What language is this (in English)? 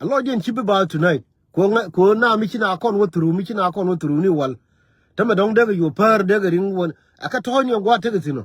Nuer